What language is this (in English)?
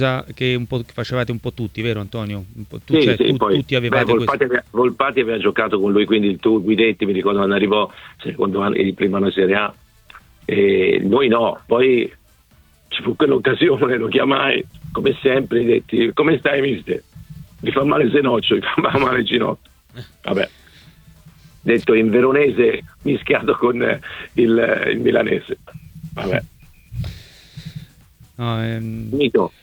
Italian